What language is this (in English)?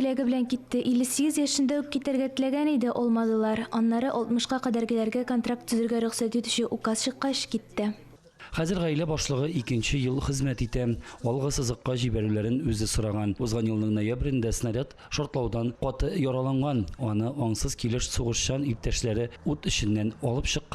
Tatar